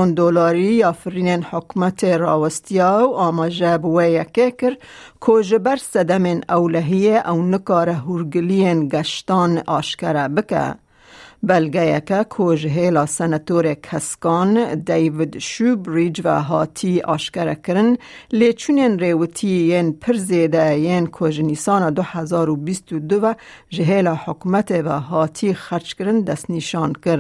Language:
Kurdish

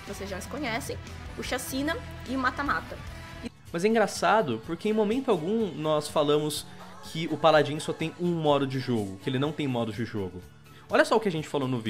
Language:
Portuguese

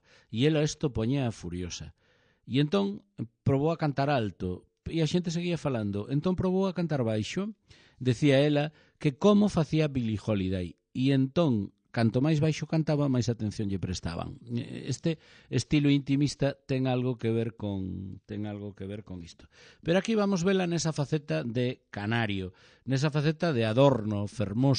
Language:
Galician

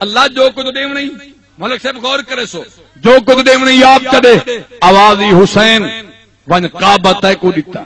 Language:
Saraiki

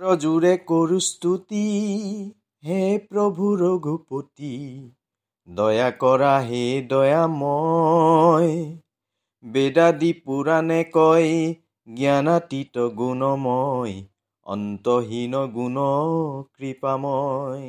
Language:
Assamese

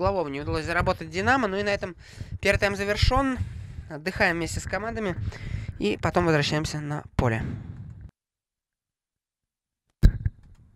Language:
Russian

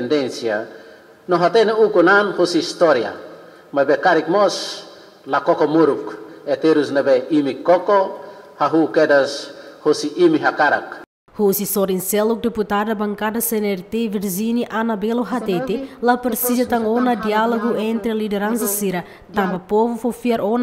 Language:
Tetum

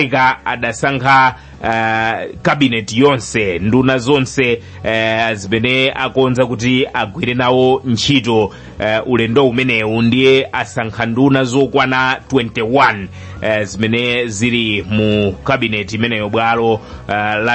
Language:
Nyanja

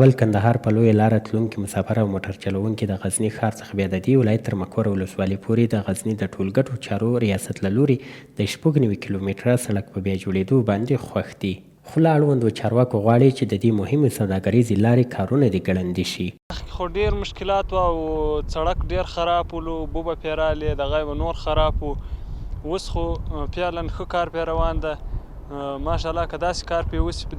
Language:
Pashto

